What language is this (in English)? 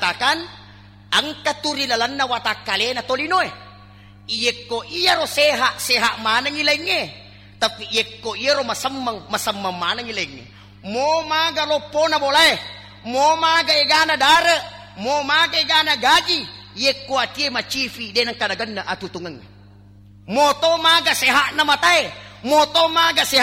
Buginese